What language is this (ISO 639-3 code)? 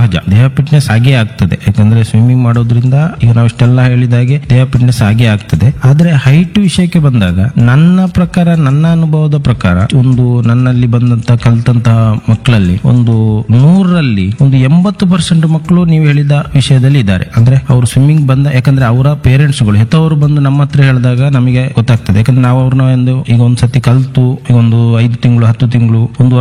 kan